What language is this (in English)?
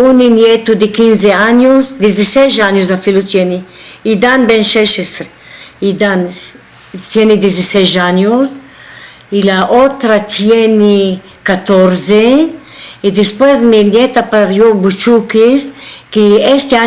Ladino